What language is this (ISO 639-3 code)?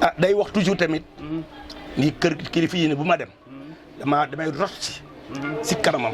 wol